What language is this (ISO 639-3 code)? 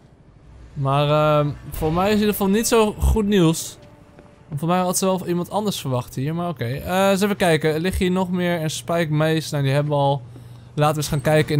nld